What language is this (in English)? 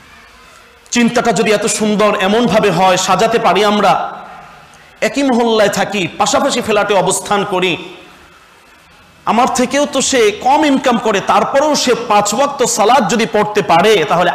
Bangla